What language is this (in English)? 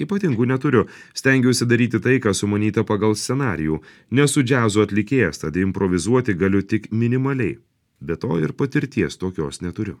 Lithuanian